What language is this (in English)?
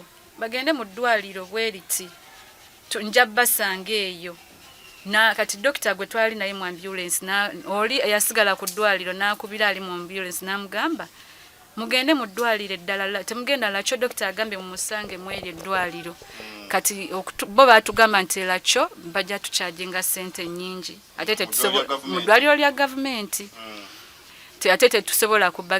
Ganda